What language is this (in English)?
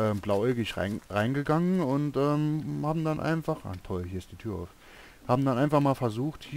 German